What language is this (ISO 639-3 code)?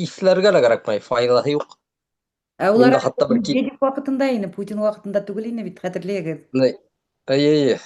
bak